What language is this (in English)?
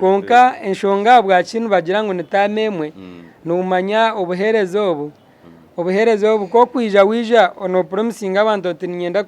Nyankole